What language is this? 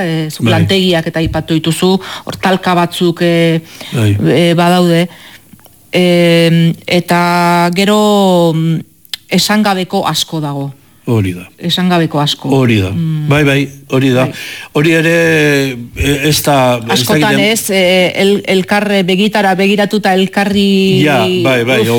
Basque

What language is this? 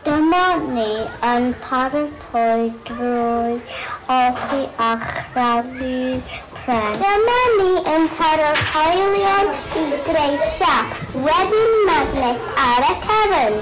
Welsh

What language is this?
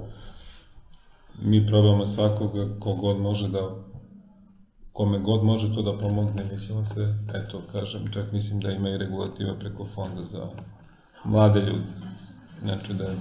Serbian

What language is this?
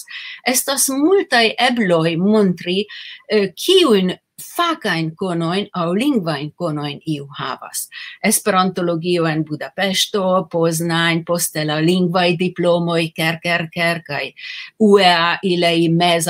Esperanto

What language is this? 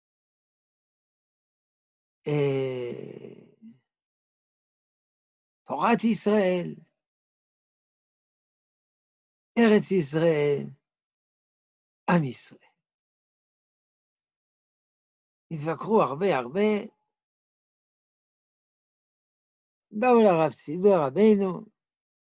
Hebrew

